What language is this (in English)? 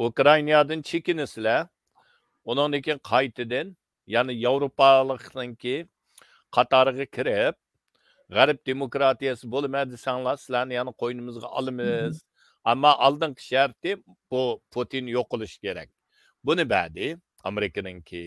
Uyghur